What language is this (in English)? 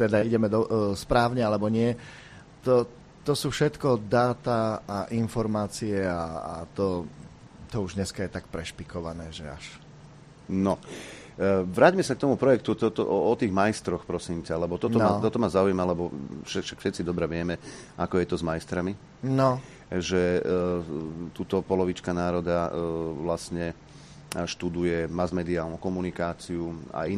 Slovak